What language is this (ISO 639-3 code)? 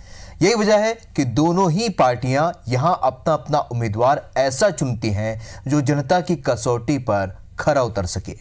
hin